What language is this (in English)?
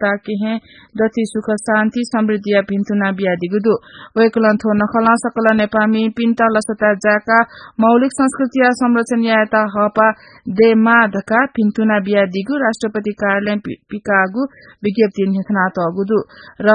Newari